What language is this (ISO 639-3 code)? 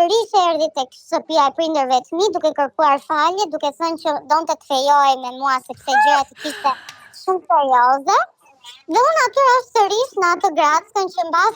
sqi